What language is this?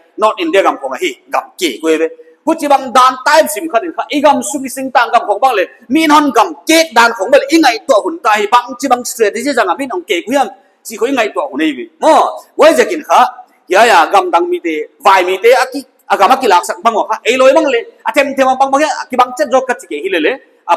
Paite Chin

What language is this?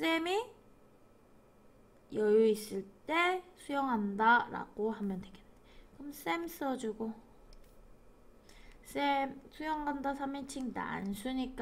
Korean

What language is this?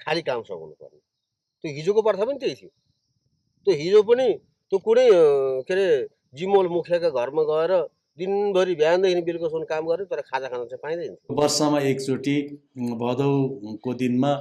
Nepali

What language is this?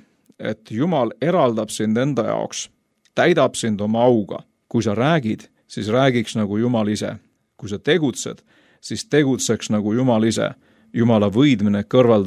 Estonian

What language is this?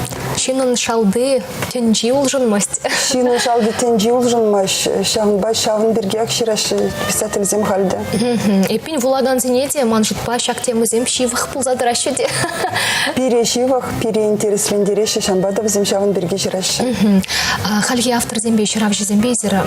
Chuvash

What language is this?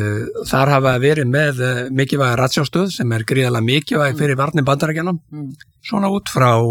Icelandic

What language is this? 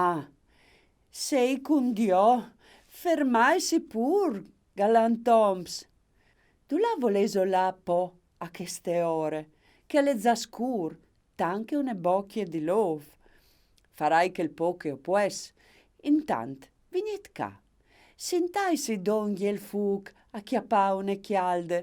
Friulian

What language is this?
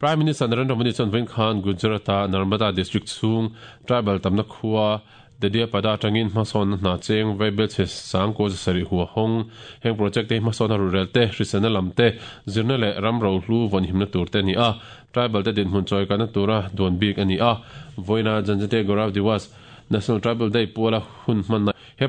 Mizo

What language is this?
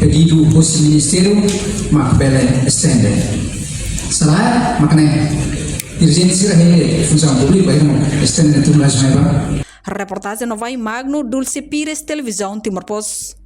Tetum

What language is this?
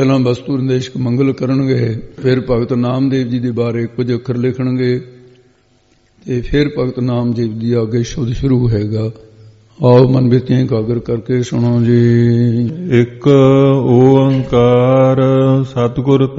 Punjabi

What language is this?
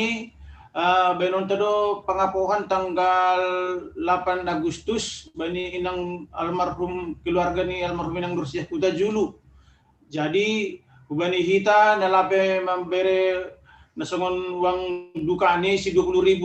Batak Simalungun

